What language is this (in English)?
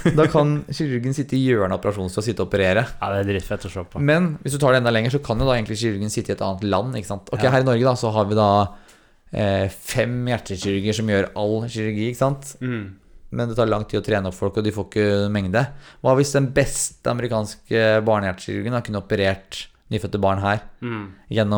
Norwegian